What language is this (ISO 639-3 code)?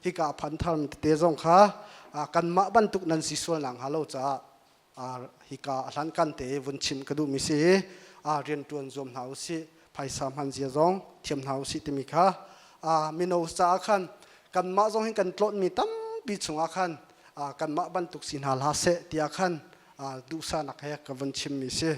cnh